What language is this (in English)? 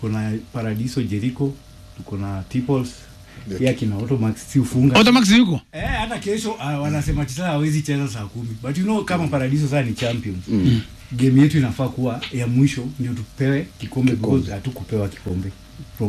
Swahili